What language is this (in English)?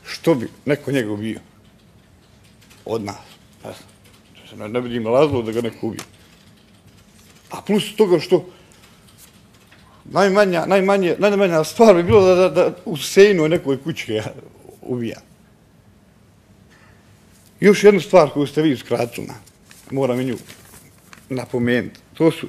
Bosnian